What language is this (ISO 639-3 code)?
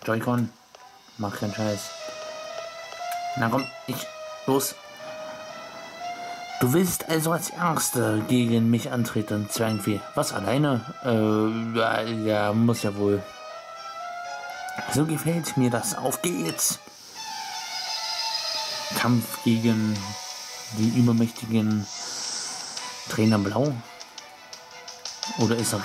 deu